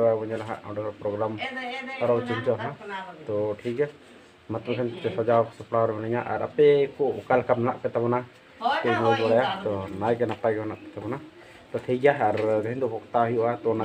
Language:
Santali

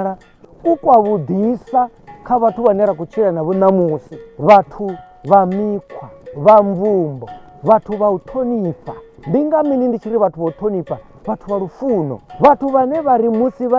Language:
Venda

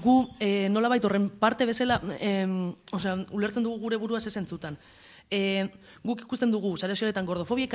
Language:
Basque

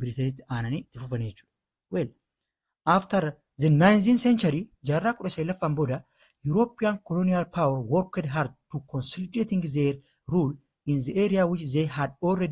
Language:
Oromo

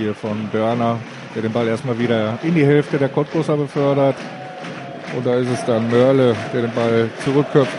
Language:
German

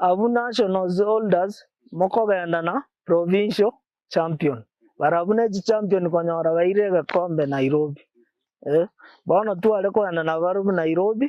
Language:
Gusii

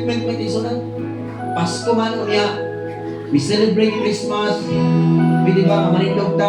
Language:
Cebuano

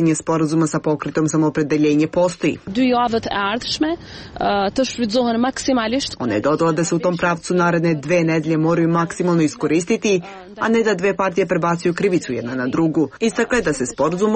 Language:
Serbian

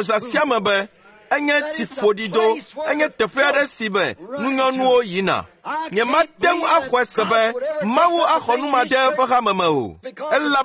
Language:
Ewe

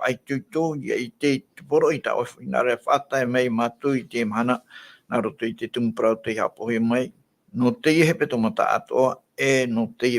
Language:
Tahitian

